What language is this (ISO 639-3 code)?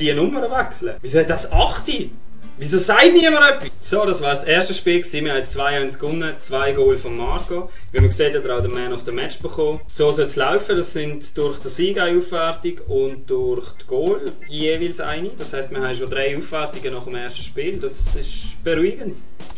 gsw